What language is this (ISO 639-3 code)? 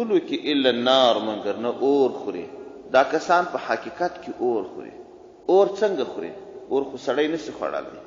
pus